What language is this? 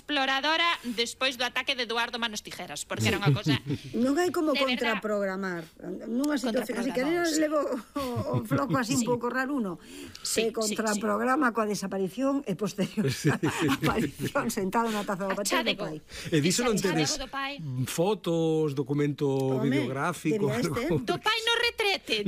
Galician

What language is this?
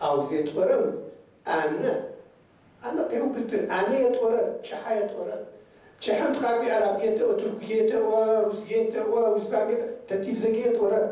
Kabardian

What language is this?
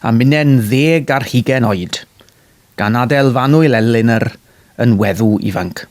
Welsh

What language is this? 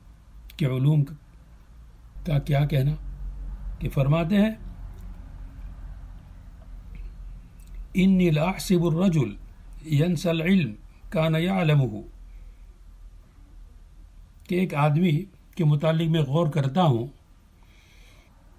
Urdu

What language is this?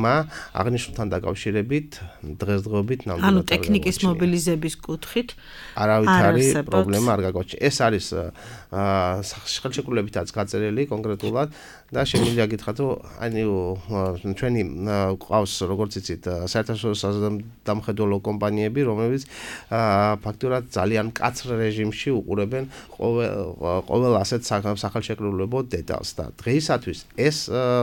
Georgian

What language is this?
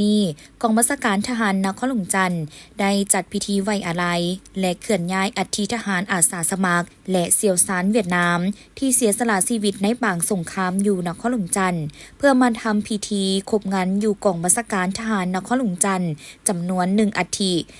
Lao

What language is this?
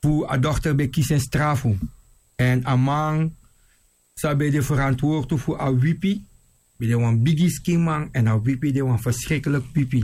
Sranan Tongo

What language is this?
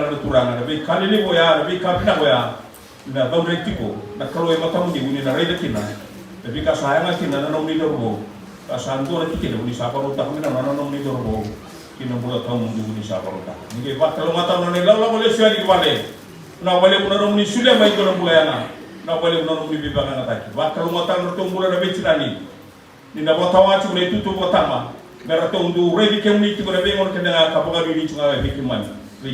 Fijian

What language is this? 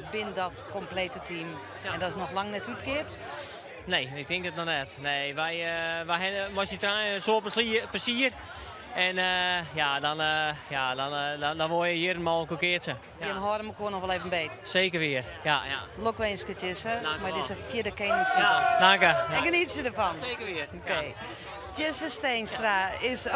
Western Frisian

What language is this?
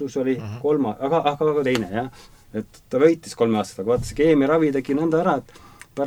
Estonian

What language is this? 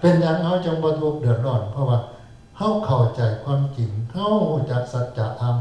Northeastern Thai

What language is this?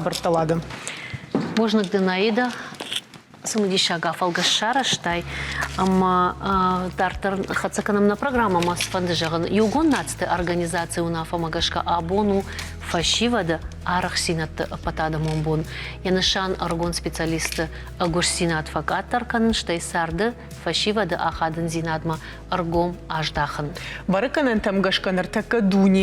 Ossetic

